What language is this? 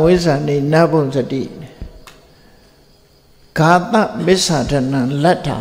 Burmese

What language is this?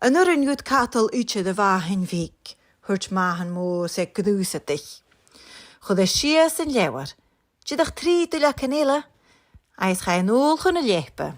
Scottish Gaelic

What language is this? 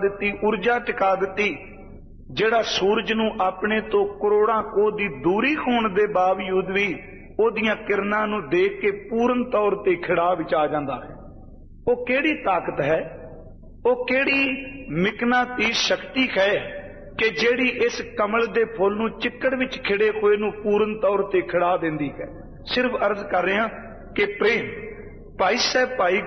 Punjabi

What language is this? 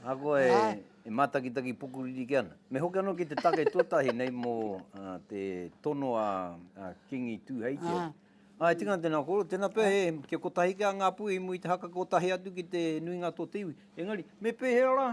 Māori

